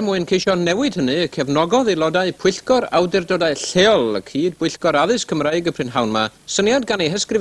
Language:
Welsh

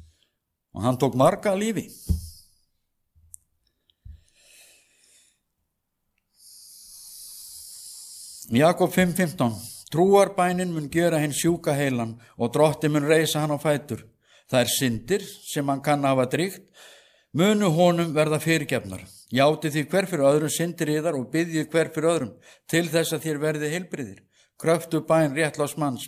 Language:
Icelandic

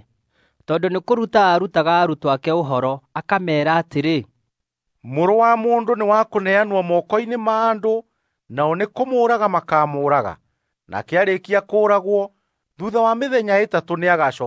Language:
Kikuyu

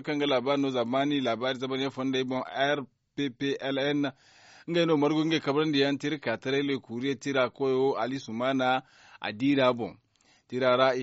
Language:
Zarma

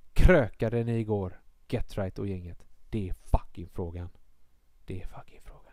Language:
Swedish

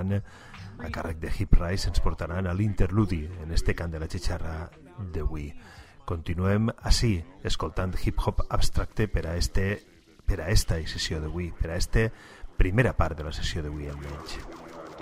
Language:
Catalan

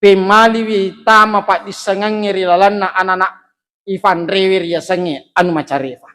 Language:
Buginese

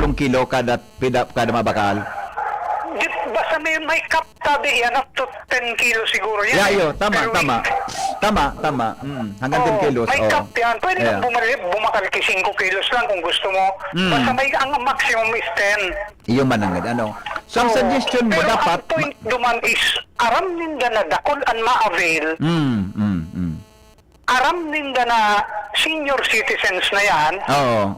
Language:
Bikol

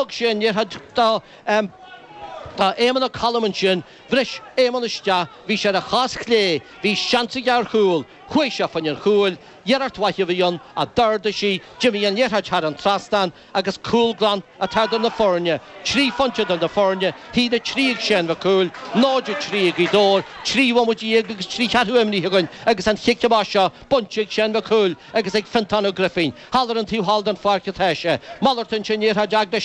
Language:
Irish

